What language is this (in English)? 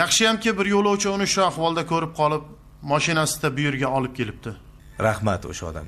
Uzbek